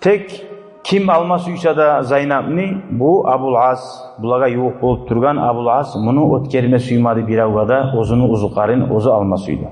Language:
Kumyk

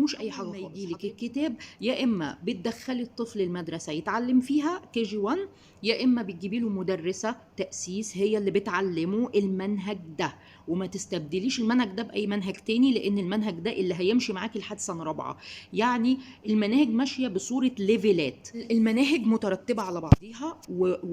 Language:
Egyptian Arabic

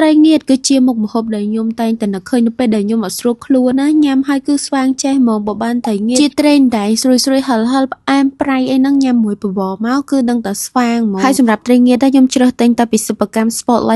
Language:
Khmer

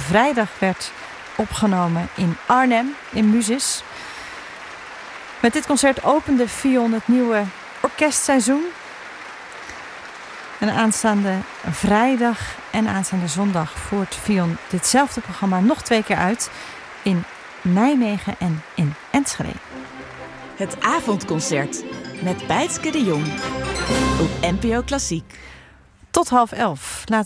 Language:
Dutch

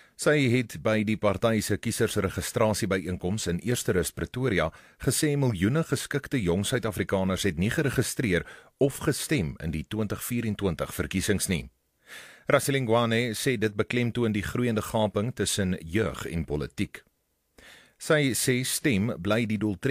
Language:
Afrikaans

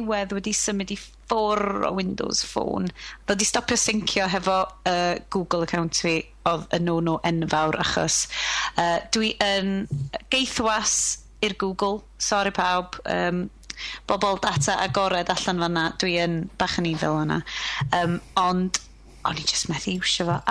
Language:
Welsh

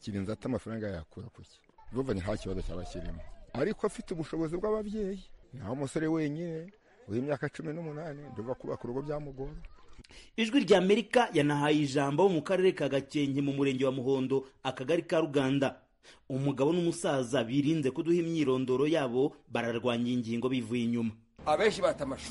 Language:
Kinyarwanda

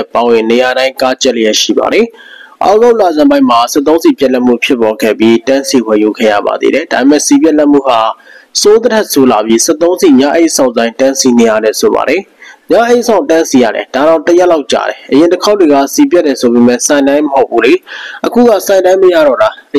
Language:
Burmese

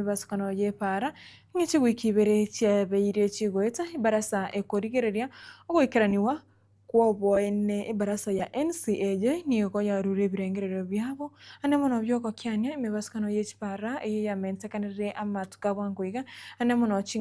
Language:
Gusii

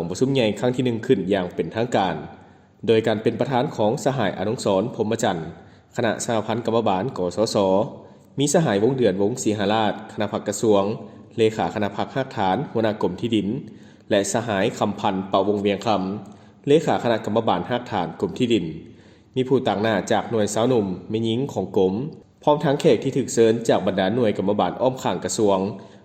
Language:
Lao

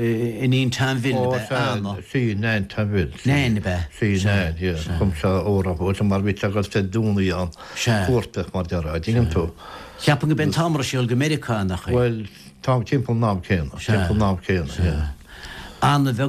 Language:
Irish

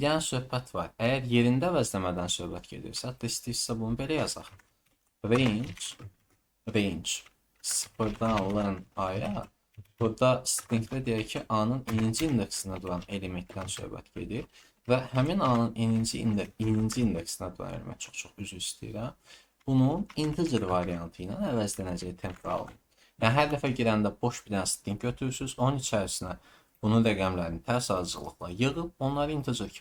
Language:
Azerbaijani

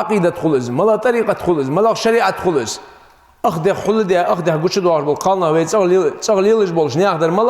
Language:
Ingush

